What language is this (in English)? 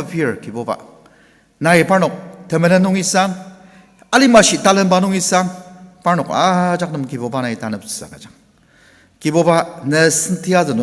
Ao Naga